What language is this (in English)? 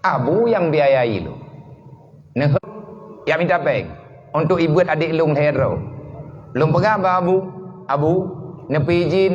Achinese